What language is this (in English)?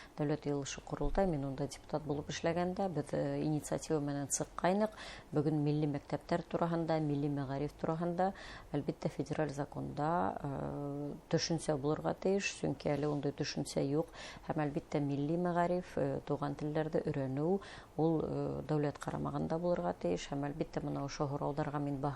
Bashkir